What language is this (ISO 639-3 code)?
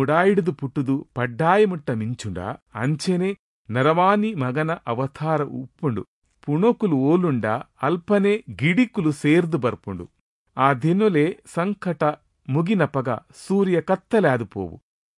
tcy